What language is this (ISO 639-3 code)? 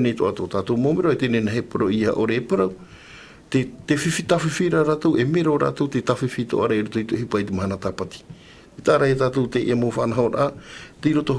tah